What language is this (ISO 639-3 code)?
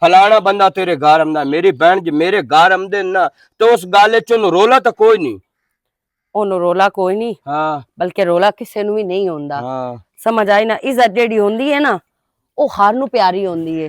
lah